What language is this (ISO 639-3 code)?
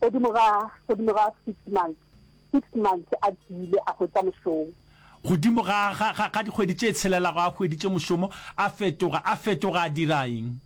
nso